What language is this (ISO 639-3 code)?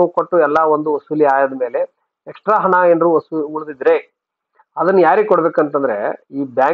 kan